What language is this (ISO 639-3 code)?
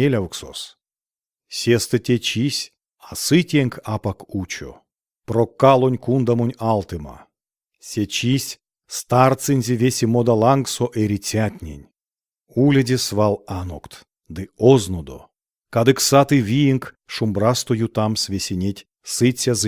myv